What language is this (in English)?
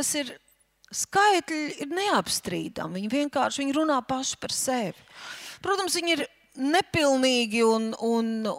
Latvian